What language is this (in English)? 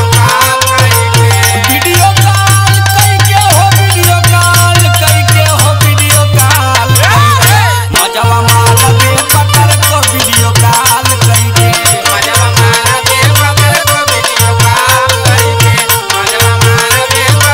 Bhojpuri